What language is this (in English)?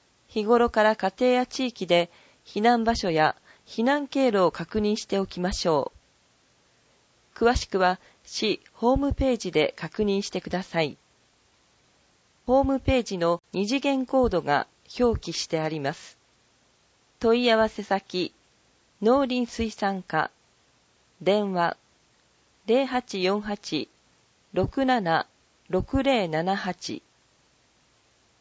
Japanese